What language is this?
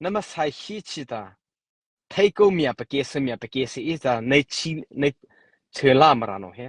Mara Chin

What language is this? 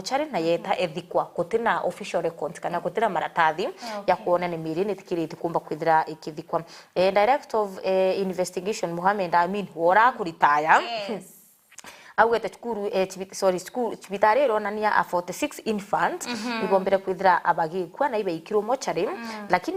Meru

